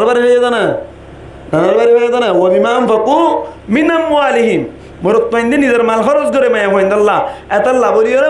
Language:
Rohingya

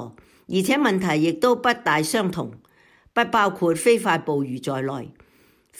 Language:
Cantonese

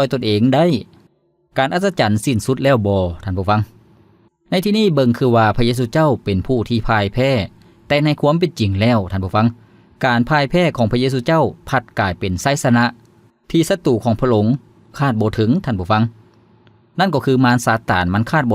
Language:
Lao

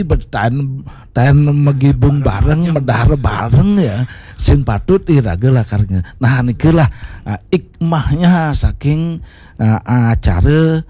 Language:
Balinese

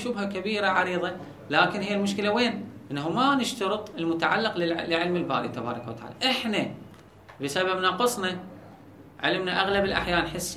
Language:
Mesopotamian Arabic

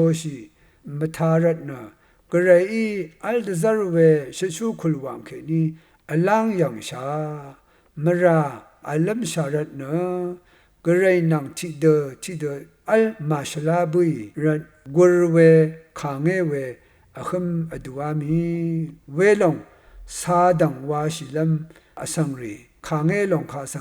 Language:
Rawang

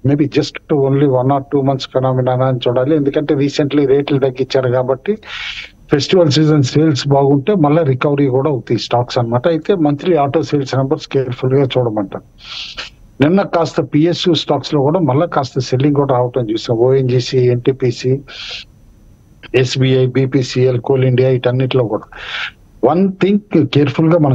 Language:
Telugu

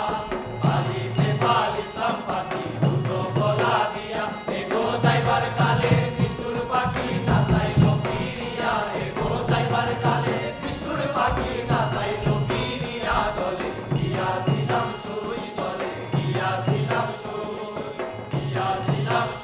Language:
Sylheti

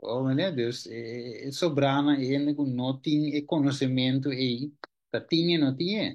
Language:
Papiamento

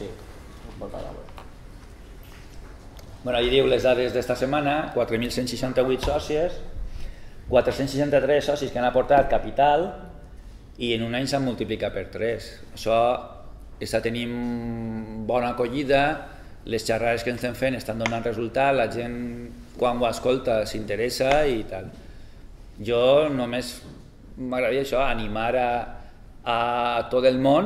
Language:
Catalan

